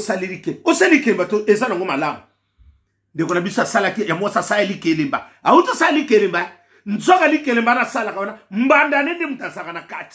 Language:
Lingala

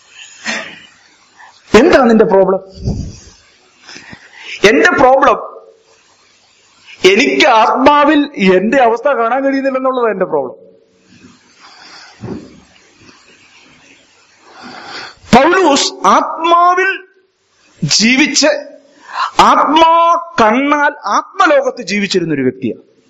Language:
Malayalam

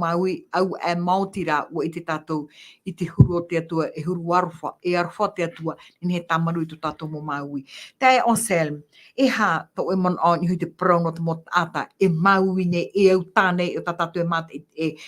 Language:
Tahitian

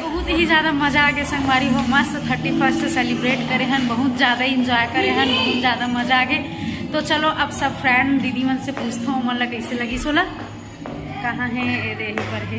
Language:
Chhattisgarhi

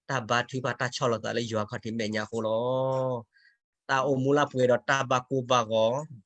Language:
S'gaw Karen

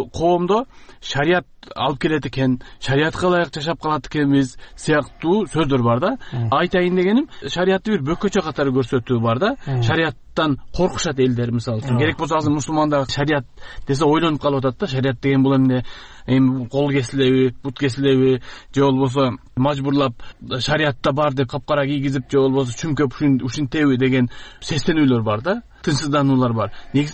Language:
Kyrgyz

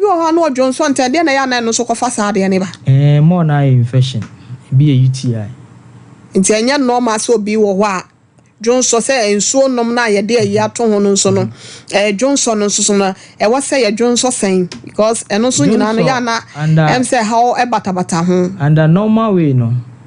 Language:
Akan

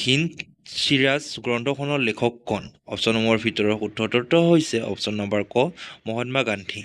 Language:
Assamese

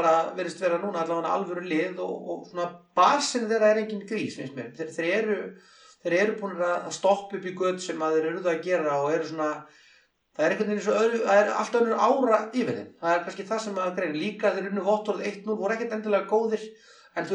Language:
Icelandic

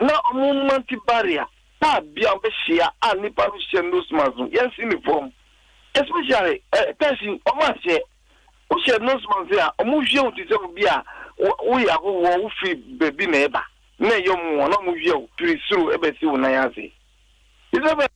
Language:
Akan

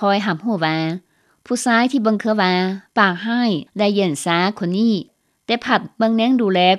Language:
Lao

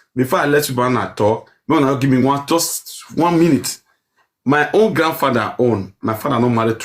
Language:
Nigerian Pidgin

